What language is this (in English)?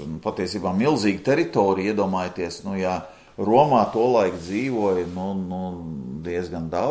Latvian